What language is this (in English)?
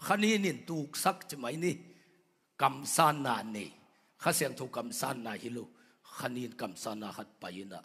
Tedim Chin